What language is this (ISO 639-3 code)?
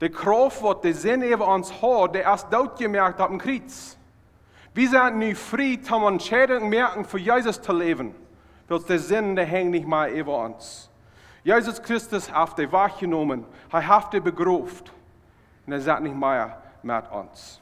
pdt